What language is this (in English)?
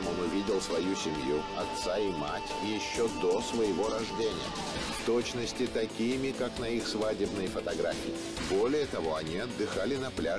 Russian